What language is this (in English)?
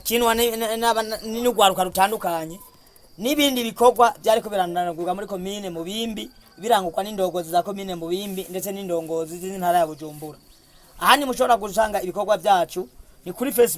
Rundi